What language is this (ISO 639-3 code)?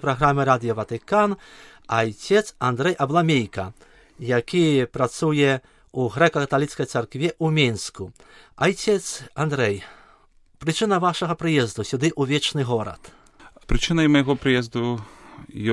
bel